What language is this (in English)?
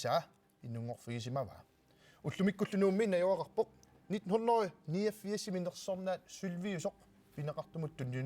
Kalaallisut